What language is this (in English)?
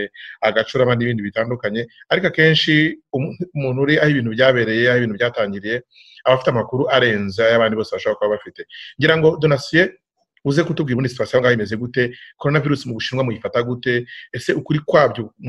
Kinyarwanda